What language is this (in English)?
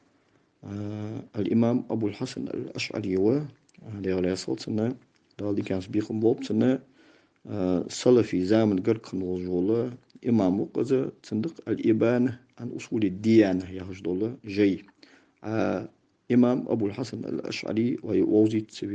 Ingush